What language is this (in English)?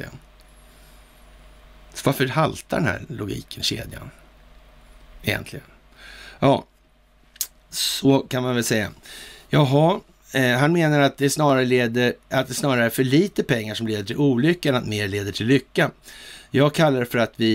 Swedish